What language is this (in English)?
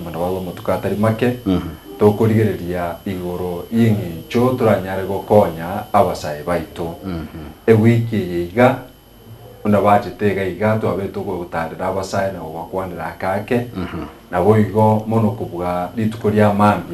Gusii